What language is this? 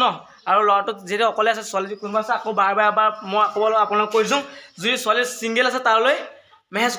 Assamese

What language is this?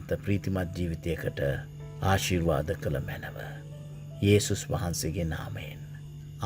Sinhala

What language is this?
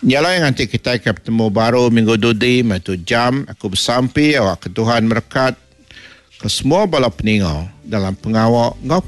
Iban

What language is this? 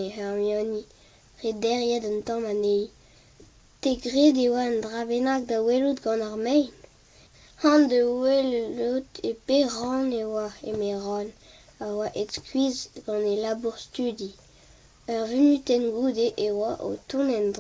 Breton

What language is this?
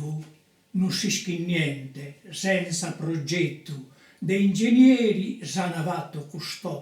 Sardinian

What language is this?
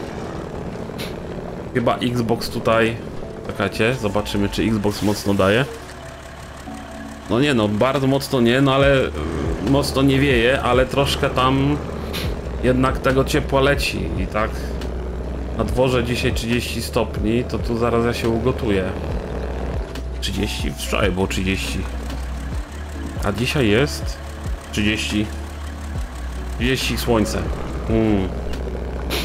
Polish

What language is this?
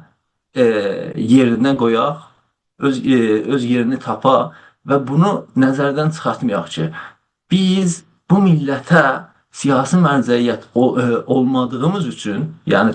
South Azerbaijani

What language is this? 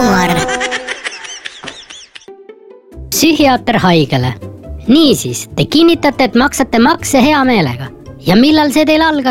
Estonian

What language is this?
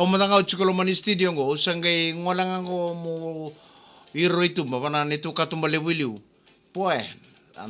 Fijian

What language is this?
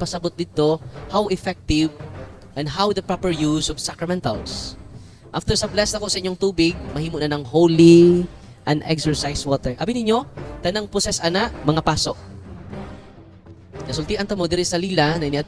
Cebuano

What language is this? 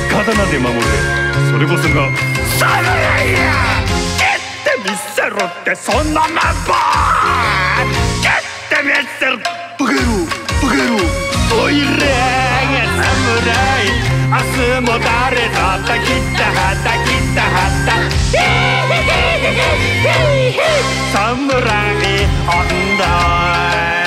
Japanese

